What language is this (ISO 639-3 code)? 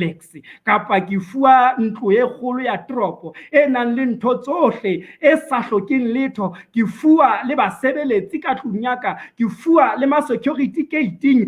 sot